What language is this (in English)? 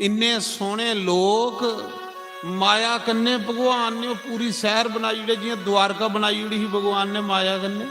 Dogri